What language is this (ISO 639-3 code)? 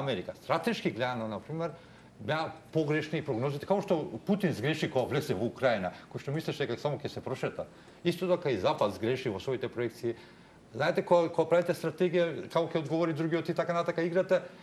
mkd